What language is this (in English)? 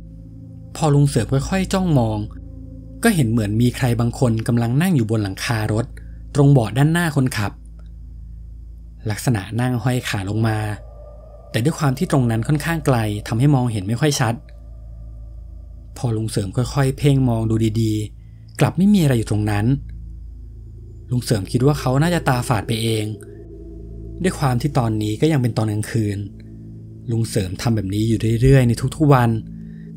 Thai